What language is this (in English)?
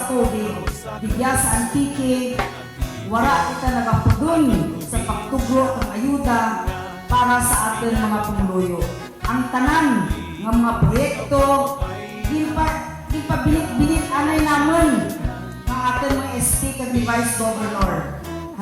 Kinaray-a